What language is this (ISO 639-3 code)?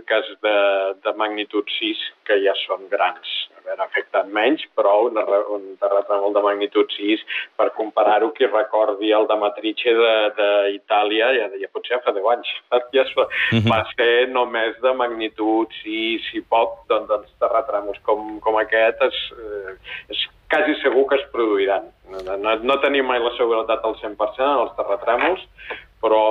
cat